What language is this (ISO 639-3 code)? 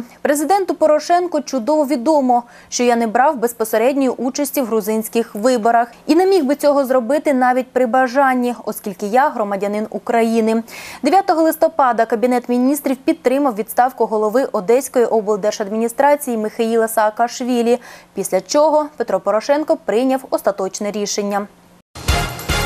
ukr